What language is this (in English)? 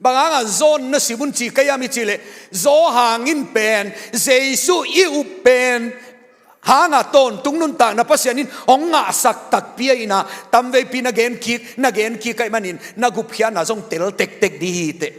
Tedim Chin